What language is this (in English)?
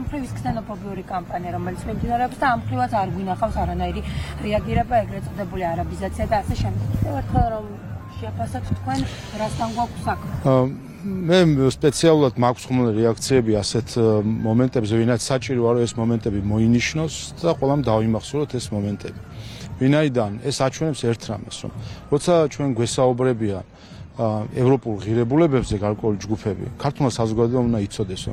Georgian